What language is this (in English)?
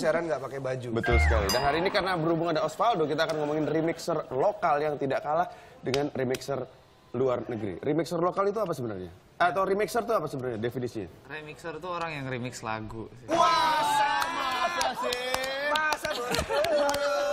Indonesian